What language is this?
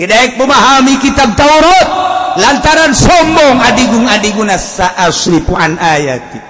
Sundanese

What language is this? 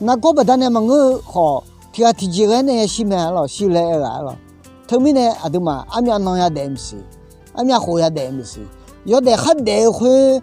Akha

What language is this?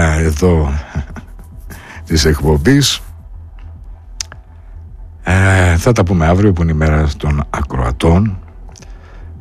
Greek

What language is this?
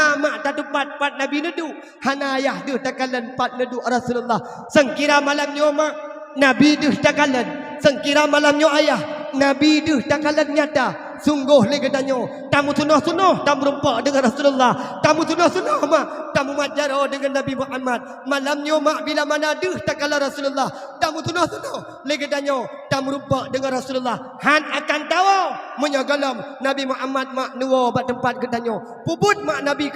Achinese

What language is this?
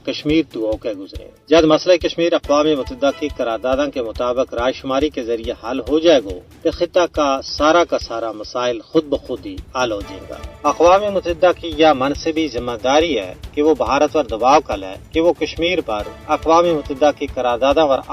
Gujari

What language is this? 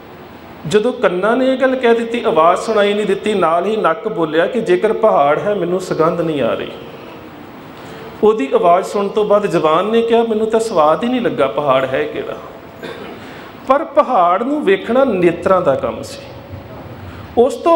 Punjabi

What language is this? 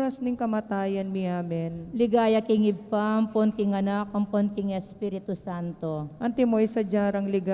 Pampanga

